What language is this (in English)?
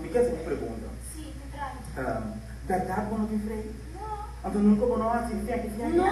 Papiamento